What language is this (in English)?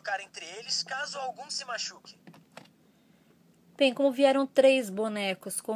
Portuguese